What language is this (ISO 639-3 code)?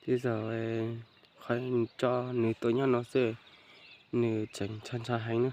hmn